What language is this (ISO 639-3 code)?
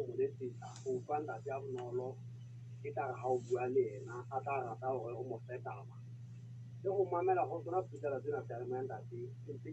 sot